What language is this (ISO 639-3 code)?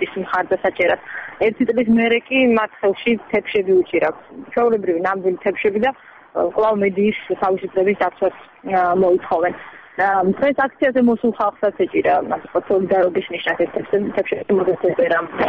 kat